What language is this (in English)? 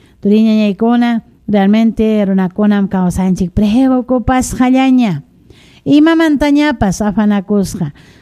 Ayacucho Quechua